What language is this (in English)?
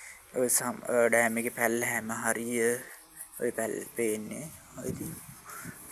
Sinhala